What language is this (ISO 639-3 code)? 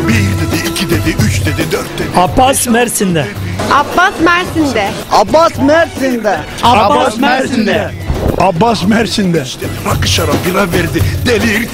tur